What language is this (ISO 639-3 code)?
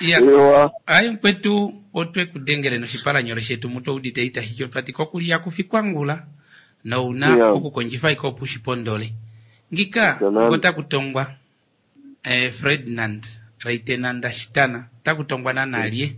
kua